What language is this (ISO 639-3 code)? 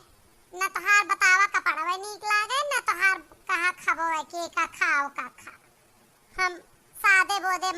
awa